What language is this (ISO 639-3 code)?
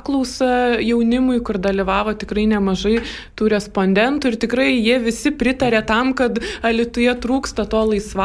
lit